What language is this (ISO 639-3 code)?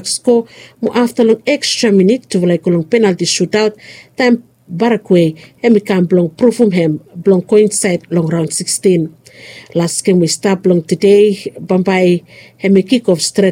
bis